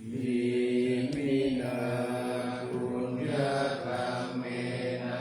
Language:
Pali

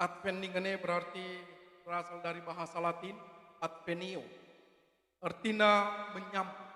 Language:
Batak Karo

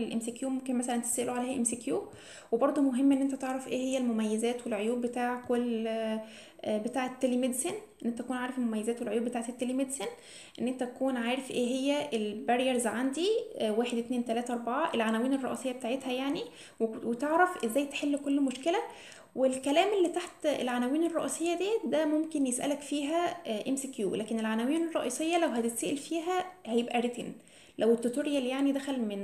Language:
Egyptian Arabic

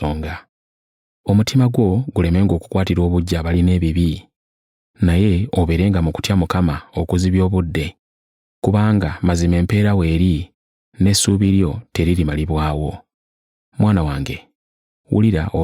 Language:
Ganda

